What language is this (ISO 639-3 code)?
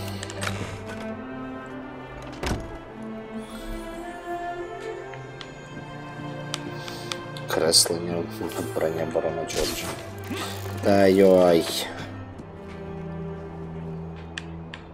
ukr